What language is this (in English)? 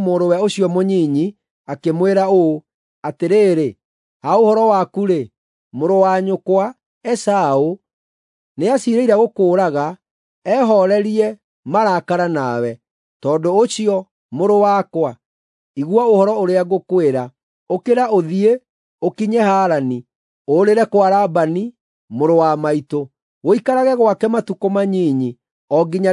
Kikuyu